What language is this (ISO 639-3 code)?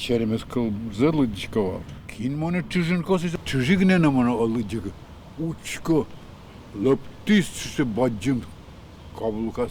udm